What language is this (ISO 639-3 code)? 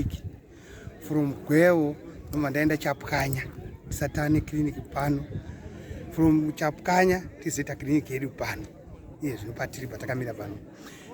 sna